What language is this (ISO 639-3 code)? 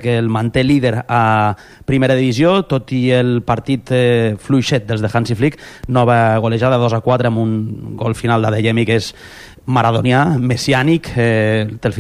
cat